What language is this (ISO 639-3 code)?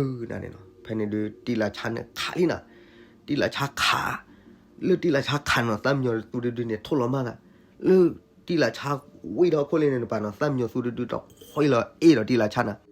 ksw